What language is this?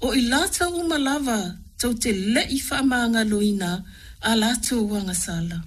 Samoan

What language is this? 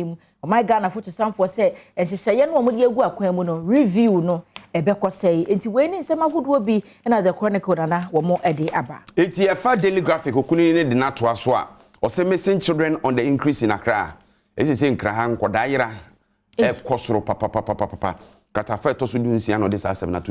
Akan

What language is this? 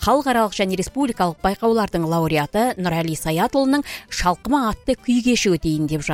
Kazakh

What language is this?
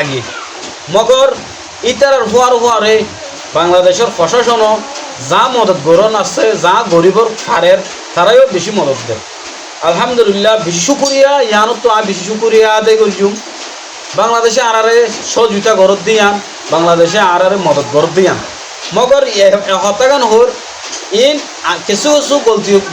Rohingya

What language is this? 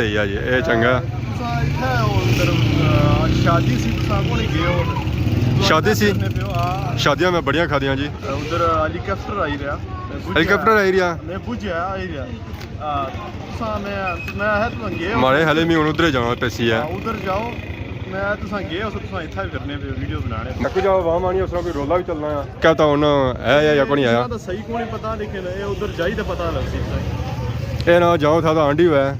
Pahari-Potwari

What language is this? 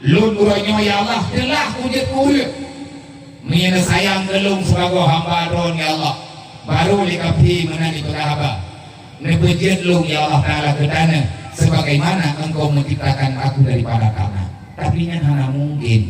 Achinese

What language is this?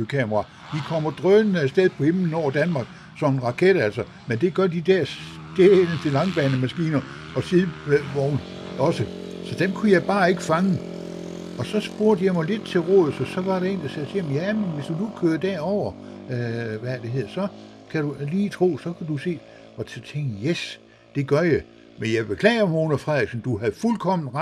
Danish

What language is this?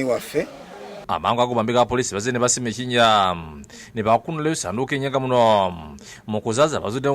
Ganda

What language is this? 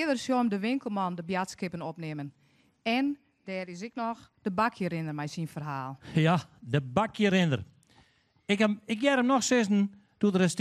Western Frisian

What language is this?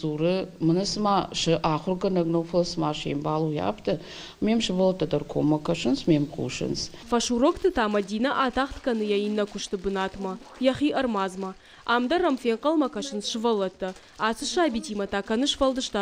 Ossetic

